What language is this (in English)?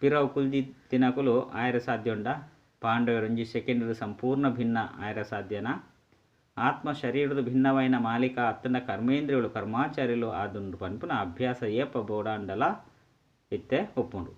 Tulu